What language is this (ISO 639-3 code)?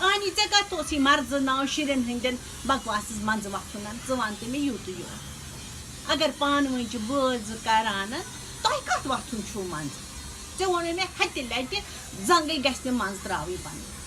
kas